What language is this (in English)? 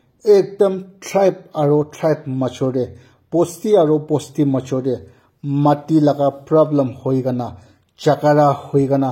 Naga Pidgin